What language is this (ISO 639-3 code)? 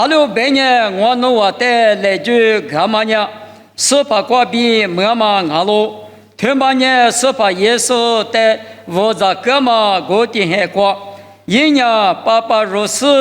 lis